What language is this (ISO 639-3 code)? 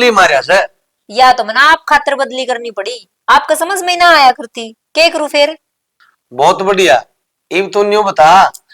bgc